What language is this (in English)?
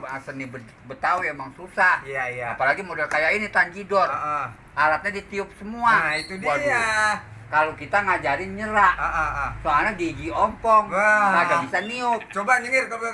Betawi